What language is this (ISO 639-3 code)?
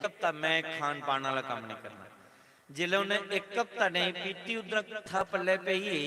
doi